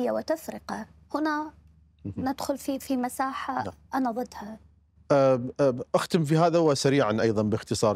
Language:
Mesopotamian Arabic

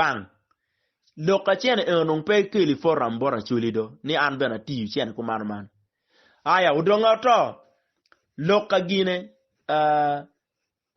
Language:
Acoli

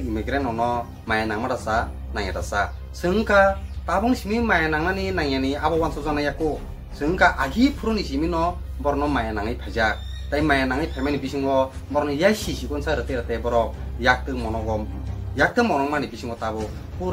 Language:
Kok Borok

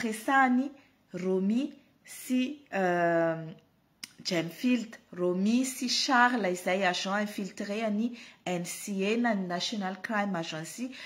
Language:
Malagasy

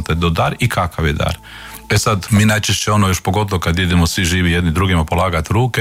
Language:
Croatian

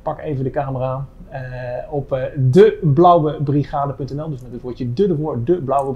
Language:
Dutch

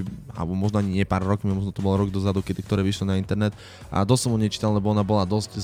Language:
Slovak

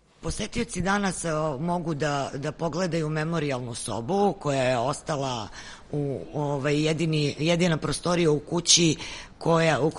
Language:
Serbian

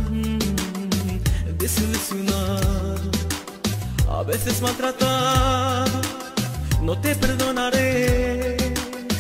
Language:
Spanish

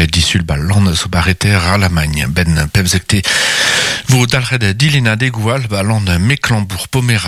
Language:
Breton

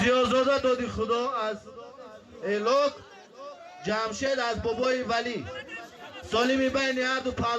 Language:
Tajik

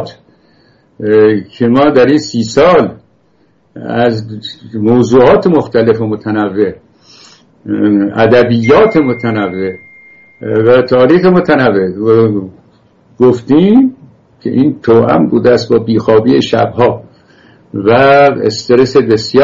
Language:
Persian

